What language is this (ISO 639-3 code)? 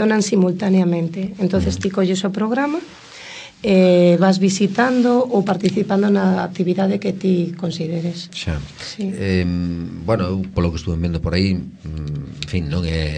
glg